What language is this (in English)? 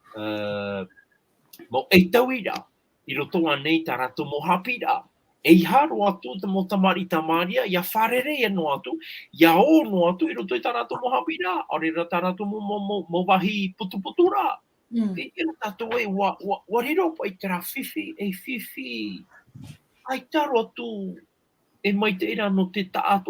Tahitian